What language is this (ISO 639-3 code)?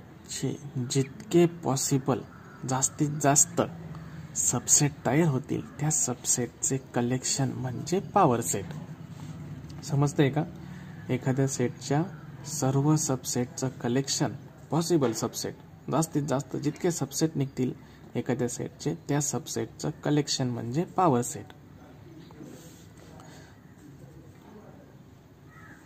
mar